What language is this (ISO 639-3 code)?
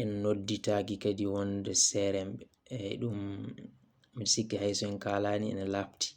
ful